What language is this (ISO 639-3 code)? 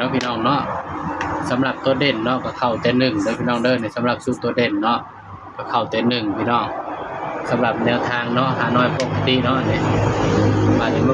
tts